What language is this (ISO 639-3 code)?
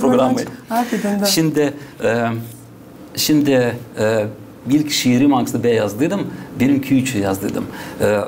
gag